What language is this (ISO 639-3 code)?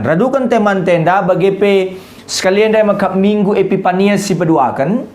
btx